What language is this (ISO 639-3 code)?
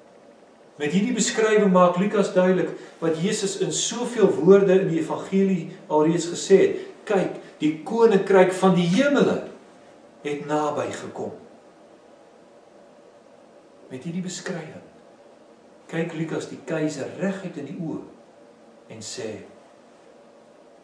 afr